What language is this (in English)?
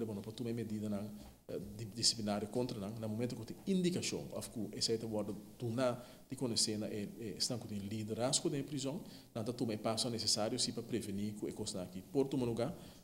Papiamento